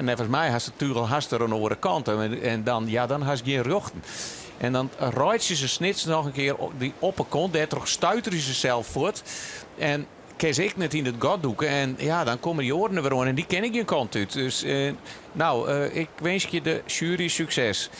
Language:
Western Frisian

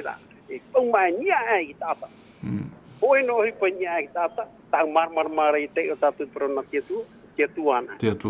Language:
Tahitian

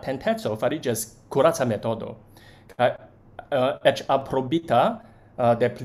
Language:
Esperanto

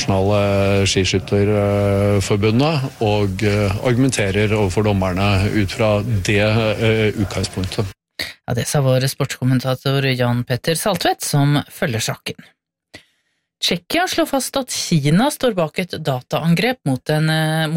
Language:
Norwegian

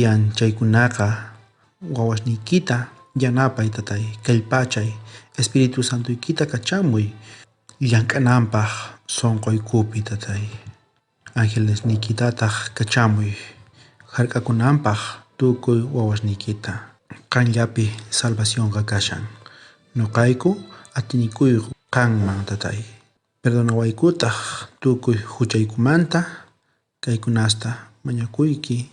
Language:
South Bolivian Quechua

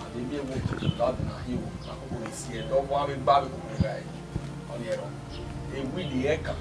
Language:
Bini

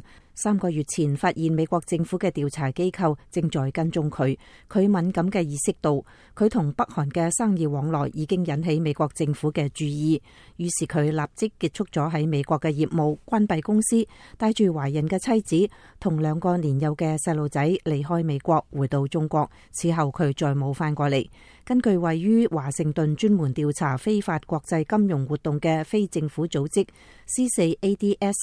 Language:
Cantonese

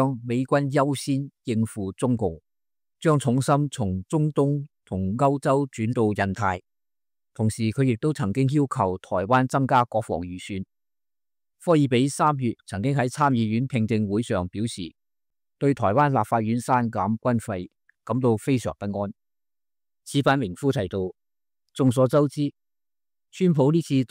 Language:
Cantonese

